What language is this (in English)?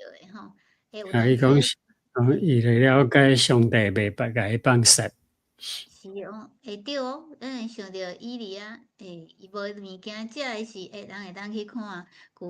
Min Nan Chinese